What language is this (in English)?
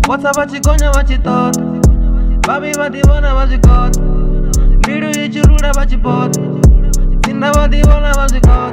Venda